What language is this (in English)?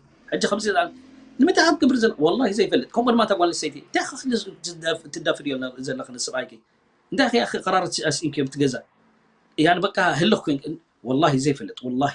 Tigrinya